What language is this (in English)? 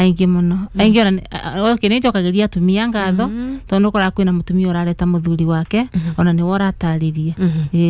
Kikuyu